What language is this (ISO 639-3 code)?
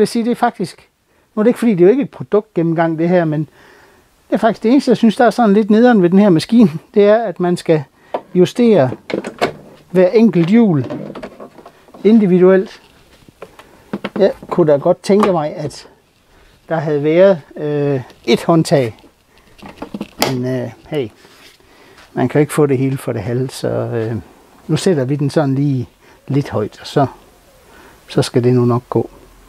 dan